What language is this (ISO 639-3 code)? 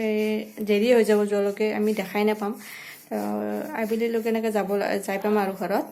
asm